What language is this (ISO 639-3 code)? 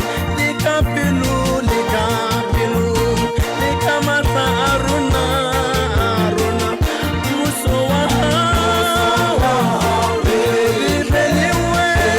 sot